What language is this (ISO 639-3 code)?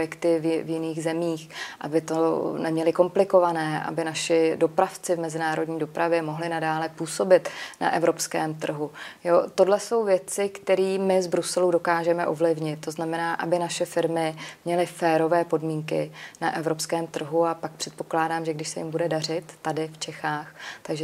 ces